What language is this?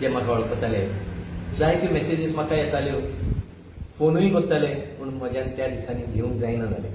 Konkani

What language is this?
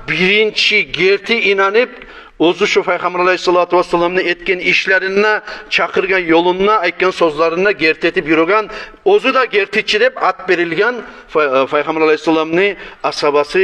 Kumyk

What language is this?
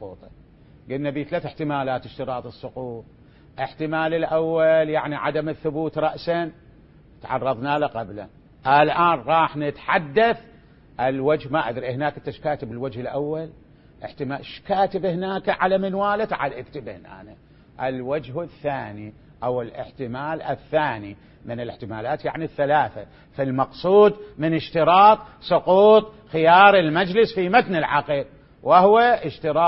Mesopotamian Arabic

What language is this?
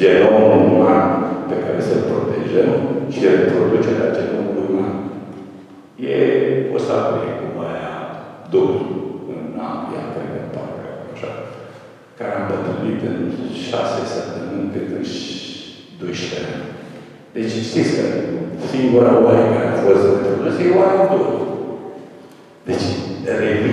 Romanian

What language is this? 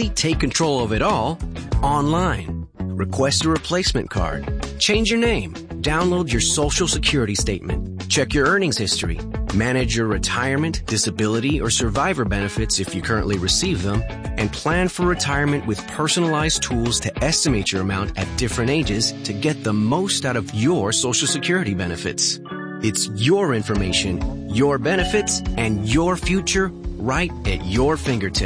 English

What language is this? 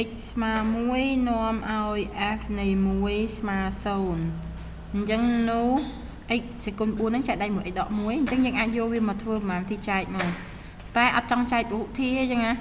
Khmer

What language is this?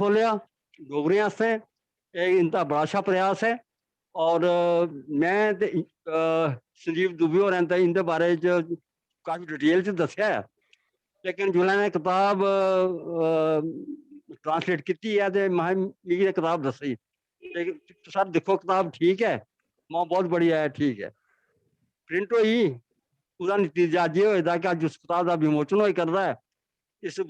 Dogri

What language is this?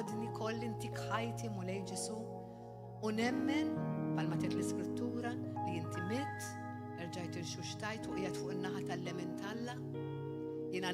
Maltese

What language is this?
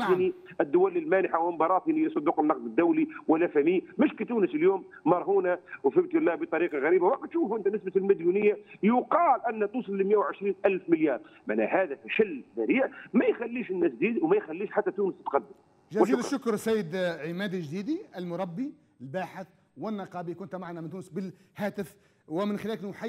Tunisian Arabic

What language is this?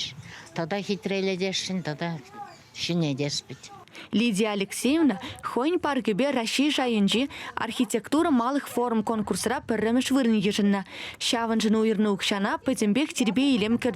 Chuvash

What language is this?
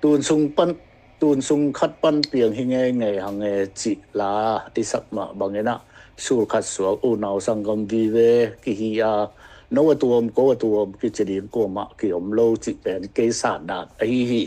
Tedim Chin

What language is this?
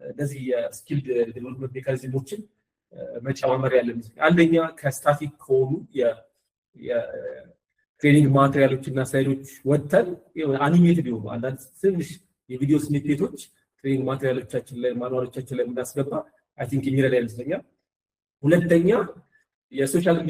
Amharic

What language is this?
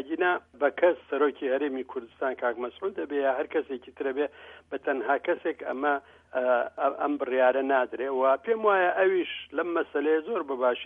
Central Kurdish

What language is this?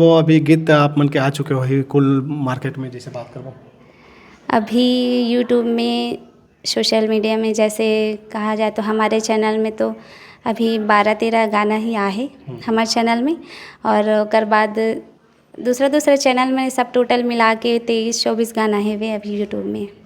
Chhattisgarhi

